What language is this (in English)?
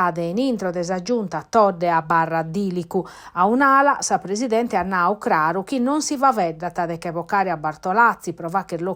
Sardinian